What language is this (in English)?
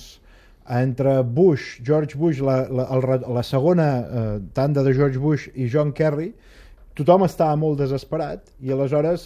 Catalan